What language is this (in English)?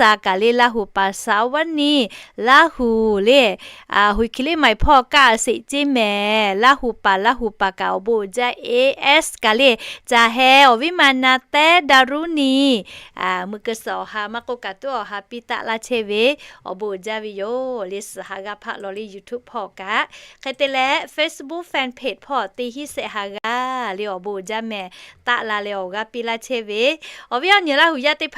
Lahu